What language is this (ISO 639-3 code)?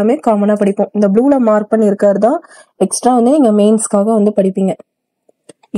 tam